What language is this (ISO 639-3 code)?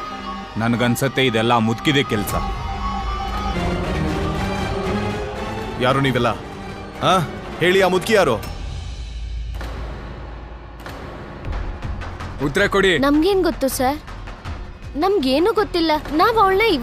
kan